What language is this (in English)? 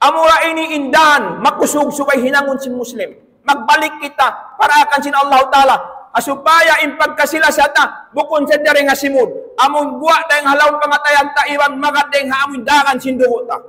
Tausug